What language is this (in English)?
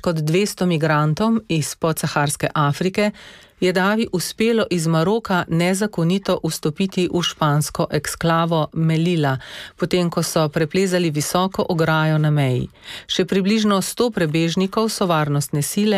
Slovenian